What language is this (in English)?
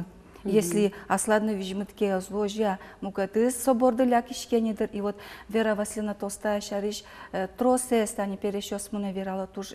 Udmurt